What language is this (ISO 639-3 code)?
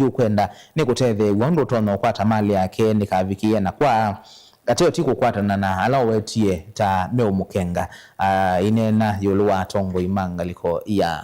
kam